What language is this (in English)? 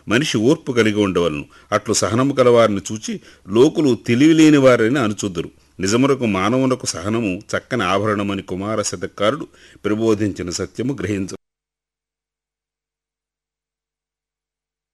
Telugu